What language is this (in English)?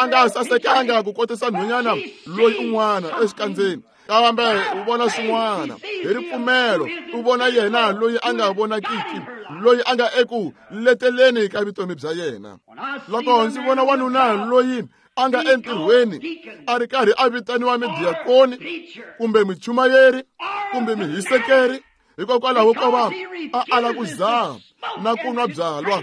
Tsonga